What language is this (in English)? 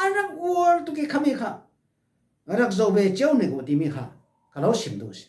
Falam Chin